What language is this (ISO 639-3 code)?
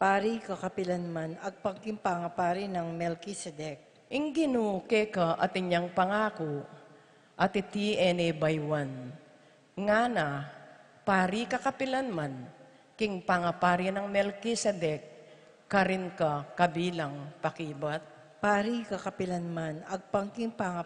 pam